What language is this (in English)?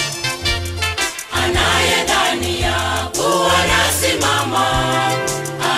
Swahili